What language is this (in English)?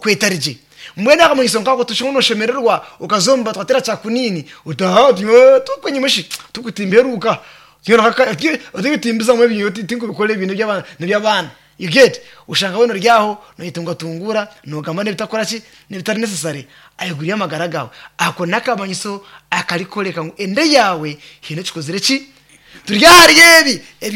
Nyankole